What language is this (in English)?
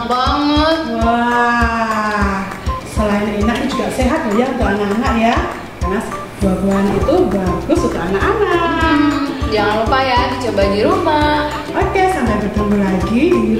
Indonesian